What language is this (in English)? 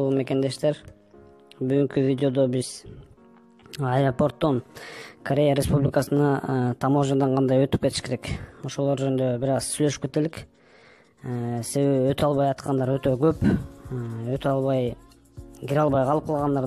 Kyrgyz